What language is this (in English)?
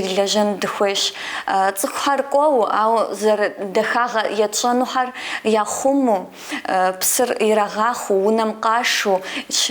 Kabardian